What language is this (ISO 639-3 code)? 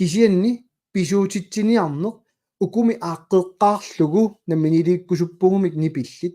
kal